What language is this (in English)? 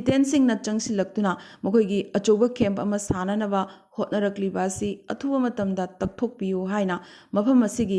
Manipuri